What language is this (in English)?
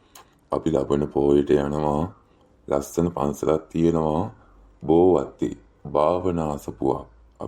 Sinhala